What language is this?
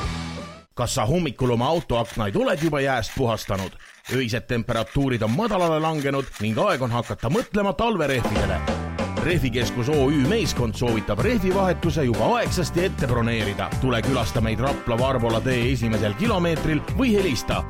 Estonian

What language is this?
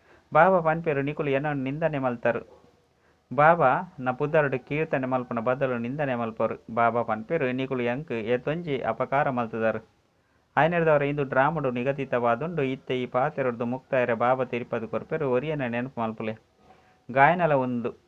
Tulu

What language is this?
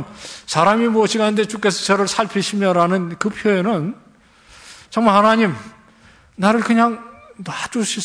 Korean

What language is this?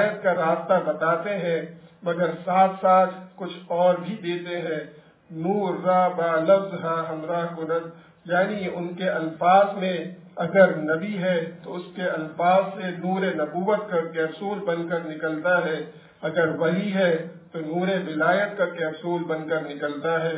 Urdu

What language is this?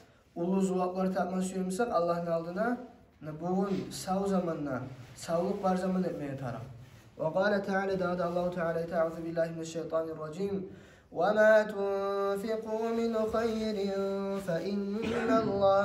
Kumyk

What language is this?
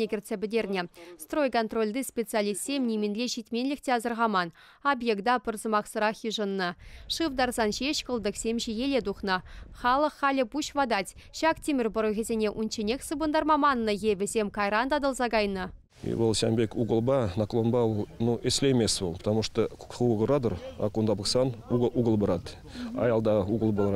Chuvash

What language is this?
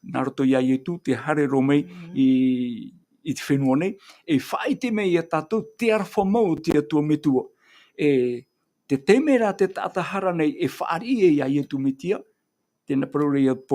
Tahitian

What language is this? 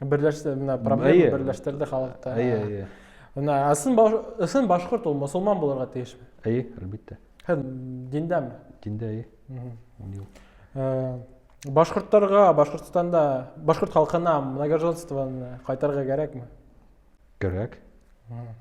Bashkir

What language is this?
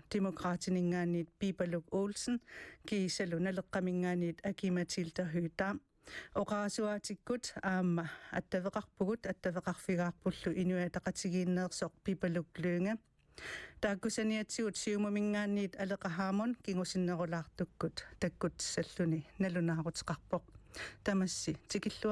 Kalaallisut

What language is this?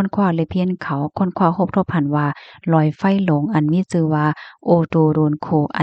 Shan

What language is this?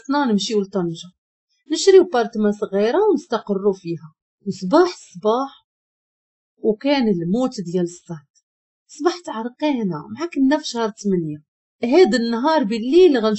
Moroccan Arabic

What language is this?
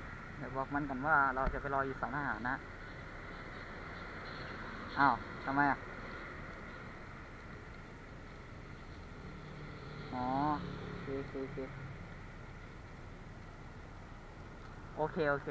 Thai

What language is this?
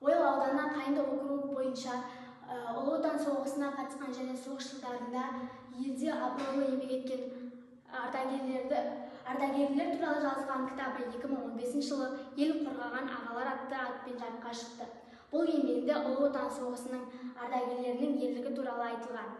Kazakh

